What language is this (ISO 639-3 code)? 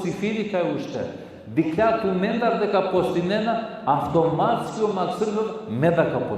rmn